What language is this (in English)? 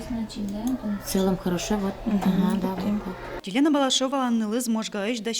Udmurt